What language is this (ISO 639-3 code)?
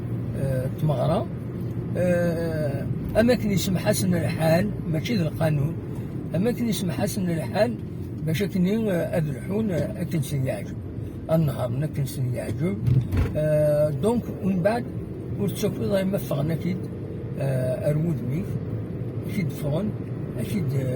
kab